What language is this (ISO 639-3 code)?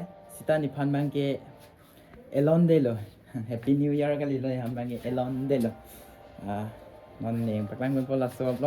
mjw